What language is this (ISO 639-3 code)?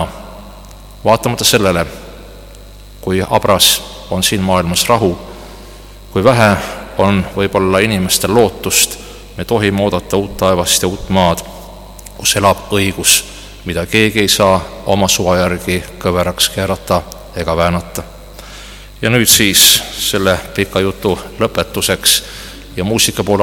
est